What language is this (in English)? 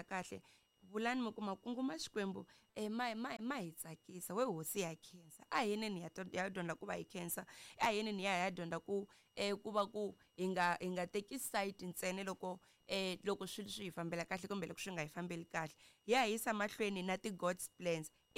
Tsonga